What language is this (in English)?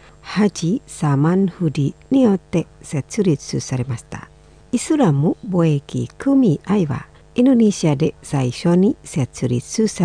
Japanese